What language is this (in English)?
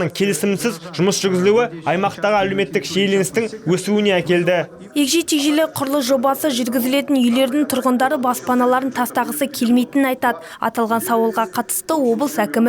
Kazakh